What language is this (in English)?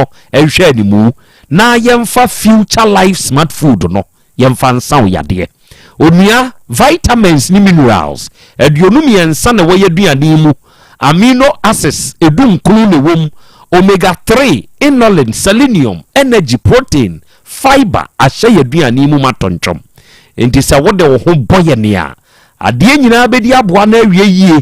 Akan